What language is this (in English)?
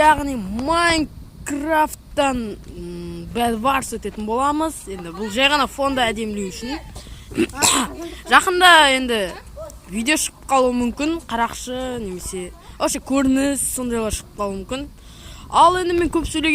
Kazakh